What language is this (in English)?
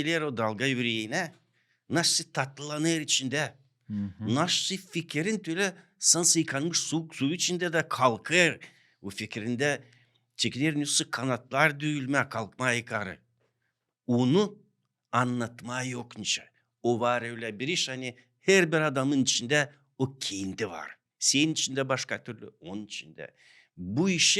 Gagauz